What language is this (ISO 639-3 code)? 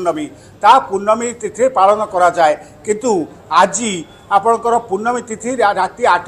ori